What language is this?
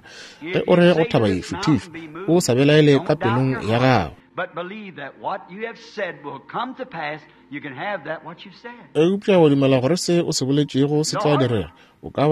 Northern Sotho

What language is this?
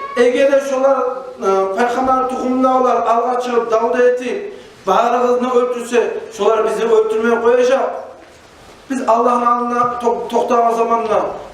Kumyk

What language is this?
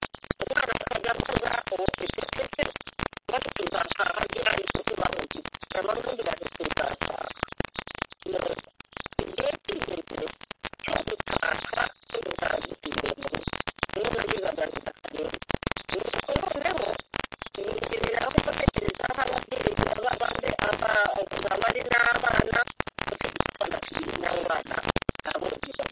Kinyarwanda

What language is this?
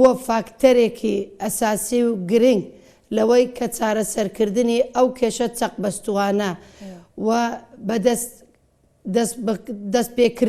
Central Kurdish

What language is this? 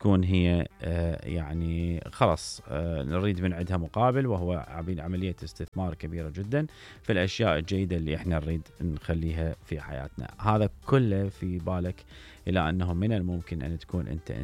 Mesopotamian Arabic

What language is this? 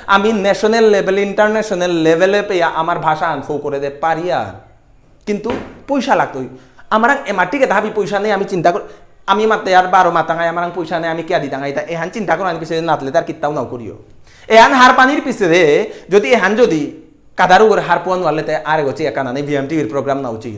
Bishnupriya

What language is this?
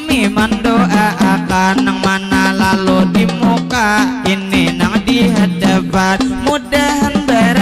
Banjar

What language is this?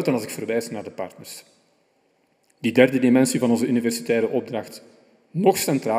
Dutch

